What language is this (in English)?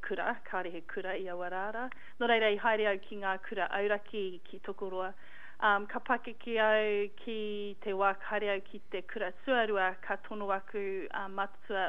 Māori